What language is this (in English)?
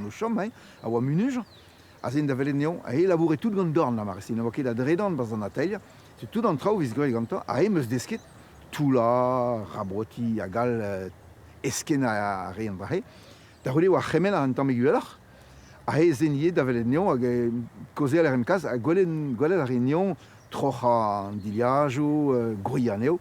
Breton